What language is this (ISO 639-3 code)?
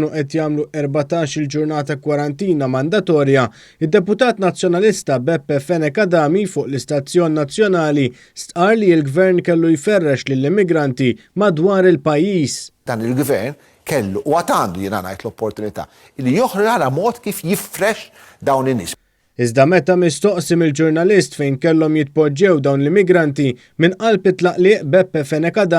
mlt